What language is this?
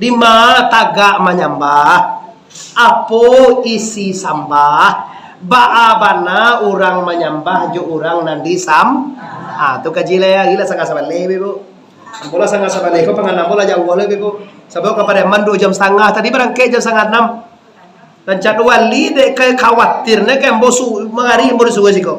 Minangkabau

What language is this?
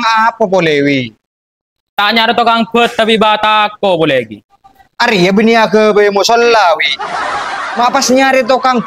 Madurese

